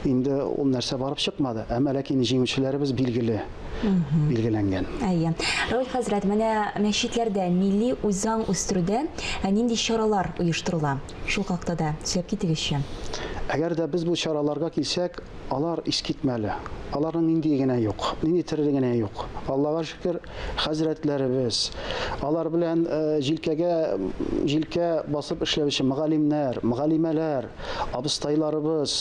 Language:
Tatar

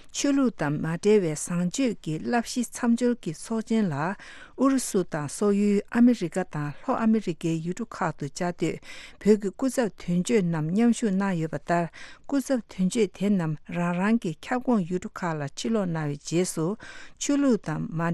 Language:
Tibetan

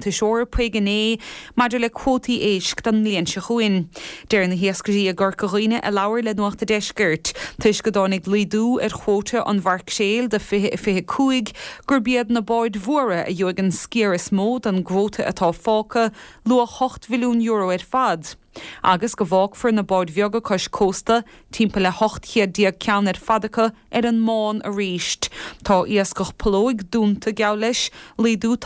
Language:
Irish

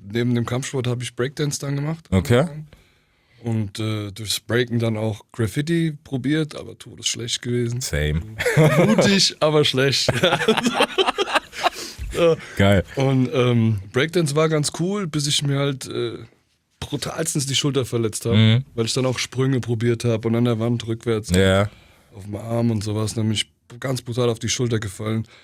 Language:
German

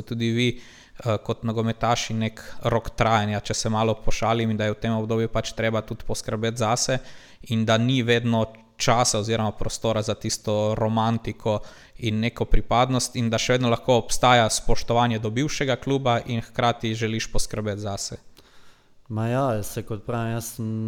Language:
Slovenian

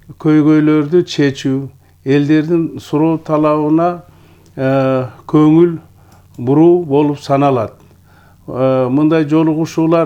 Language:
Kyrgyz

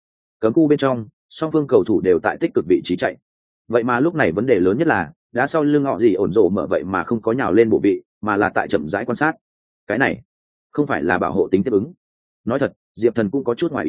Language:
Vietnamese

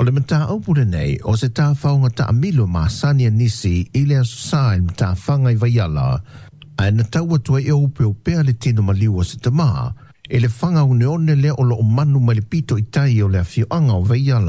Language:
Samoan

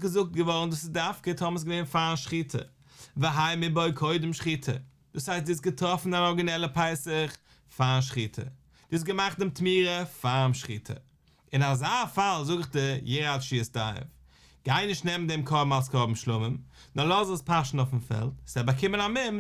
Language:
Yiddish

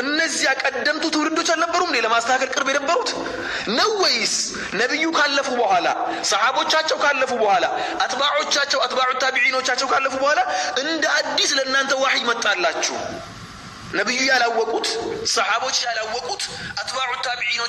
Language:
Amharic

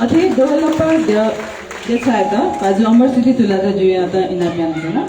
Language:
Newari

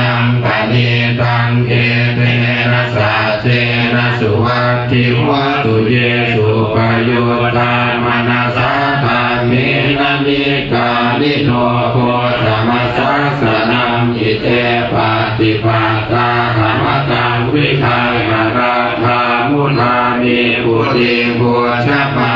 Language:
Pali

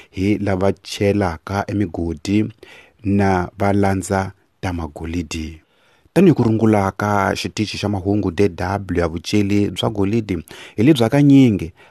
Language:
Tsonga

